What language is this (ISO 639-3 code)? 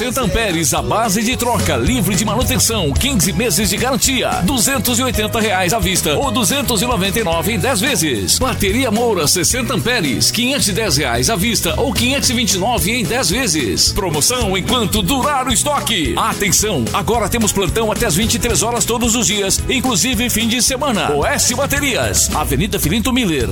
por